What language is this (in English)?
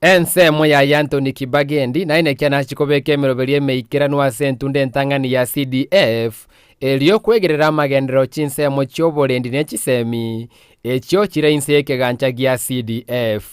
Gusii